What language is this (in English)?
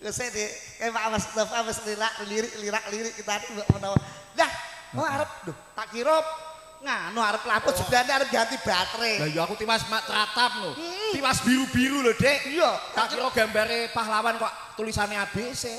Javanese